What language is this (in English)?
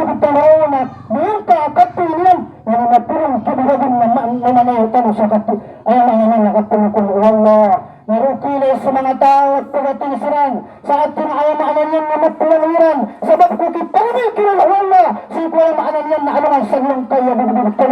Maranao